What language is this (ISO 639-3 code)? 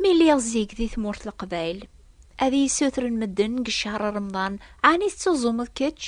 kab